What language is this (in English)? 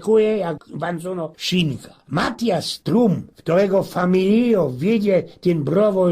Silesian